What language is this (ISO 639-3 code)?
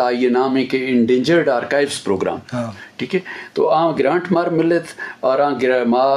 bgp